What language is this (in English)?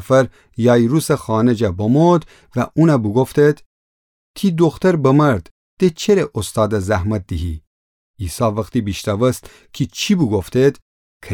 Gilaki